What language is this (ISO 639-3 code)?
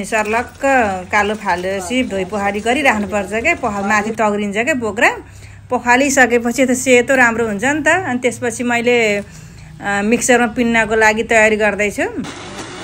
nep